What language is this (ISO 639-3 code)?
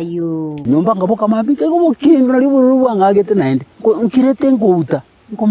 guz